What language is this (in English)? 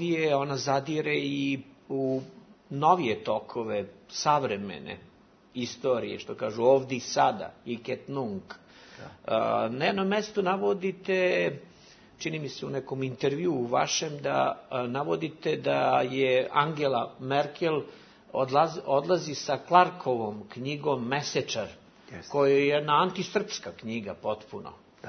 Bosnian